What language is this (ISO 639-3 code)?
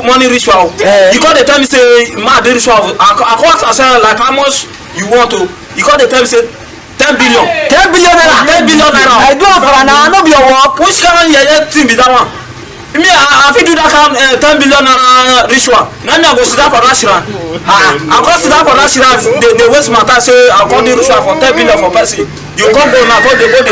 pcm